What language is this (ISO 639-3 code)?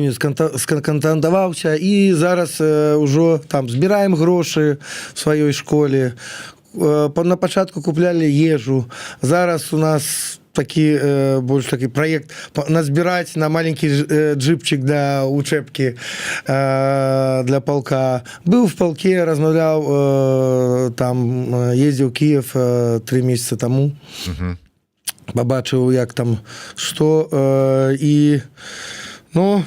bel